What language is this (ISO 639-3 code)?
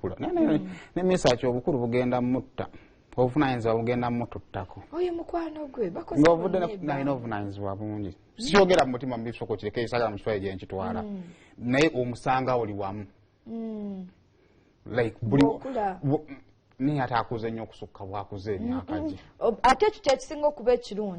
lug